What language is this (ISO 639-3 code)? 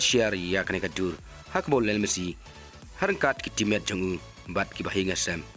kha